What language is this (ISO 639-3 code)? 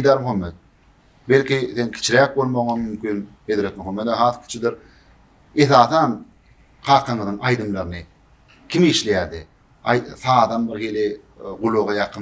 tuk